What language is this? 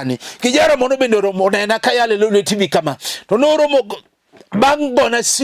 Luo (Kenya and Tanzania)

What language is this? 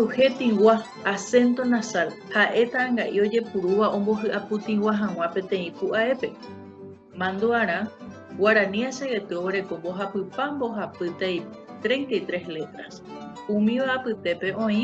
Guarani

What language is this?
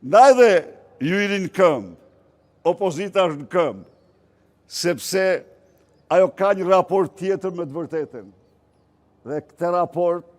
Albanian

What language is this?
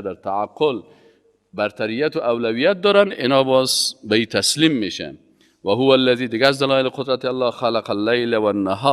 Persian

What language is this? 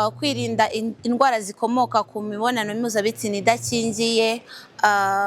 Kinyarwanda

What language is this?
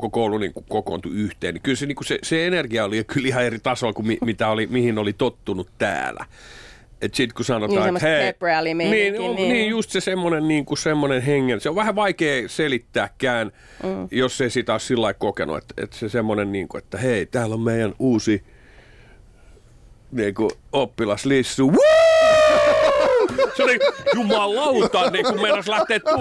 Finnish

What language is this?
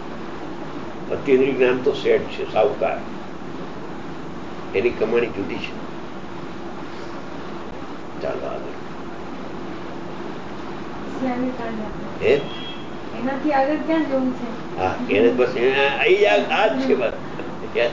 Gujarati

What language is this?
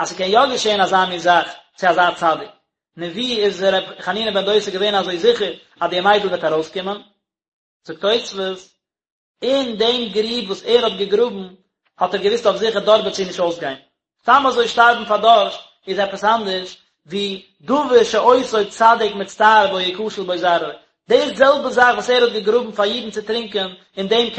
Yiddish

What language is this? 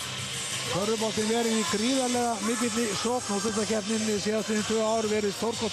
Icelandic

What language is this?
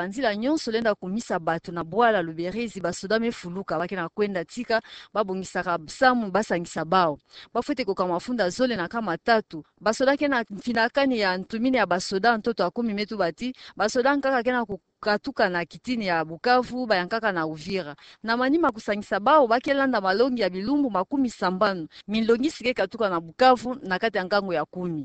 Kituba (Democratic Republic of Congo)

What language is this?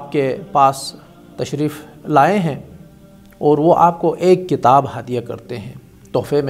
Urdu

